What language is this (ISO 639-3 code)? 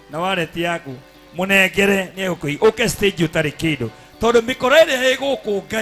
kik